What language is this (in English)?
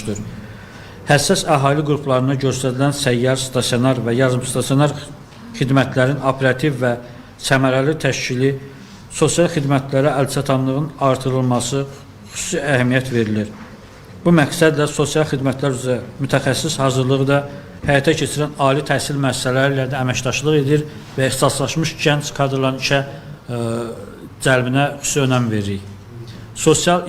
Azerbaijani